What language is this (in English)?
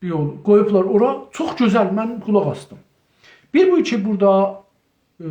South Azerbaijani